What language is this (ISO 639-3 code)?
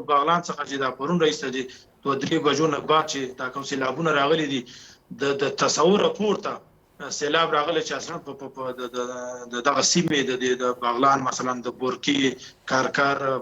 pus